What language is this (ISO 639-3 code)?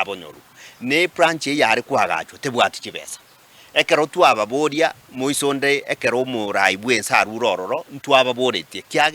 guz